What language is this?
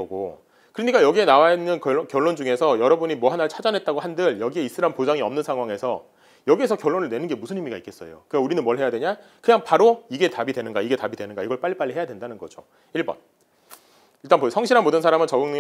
Korean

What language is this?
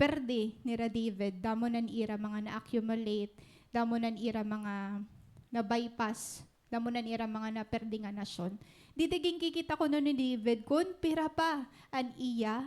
Waray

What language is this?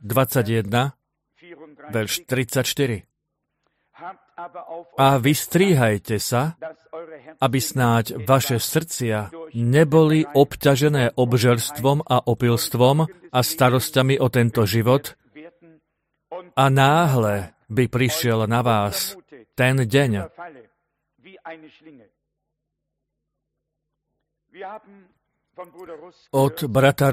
Slovak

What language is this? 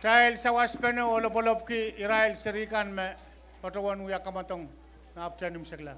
Pohnpeian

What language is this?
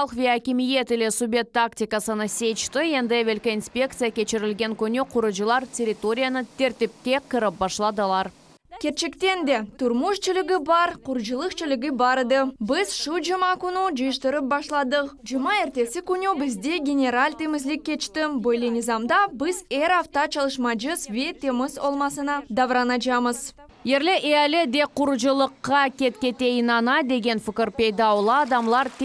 Crimean Tatar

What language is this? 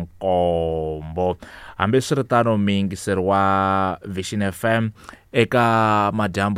Tsonga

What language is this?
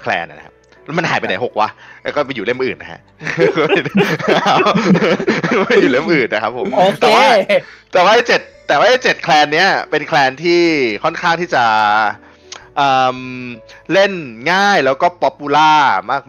Thai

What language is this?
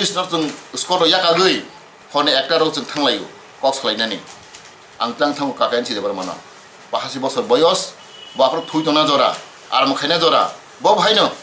Kok Borok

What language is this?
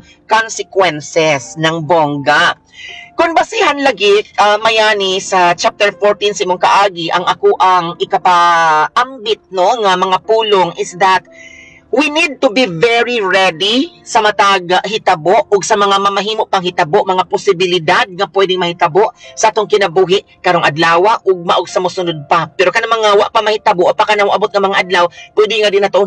Cebuano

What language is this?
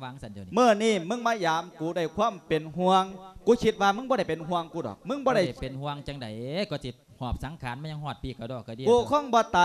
Lao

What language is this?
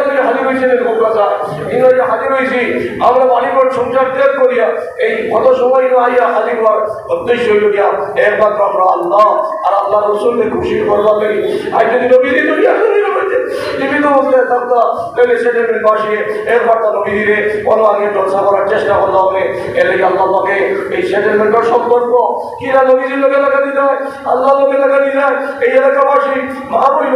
Sylheti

